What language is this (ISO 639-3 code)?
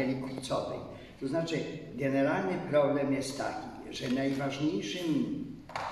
pol